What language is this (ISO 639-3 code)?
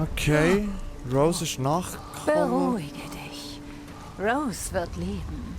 gsw